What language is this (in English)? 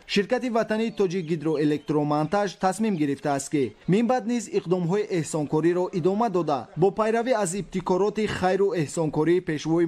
Tajik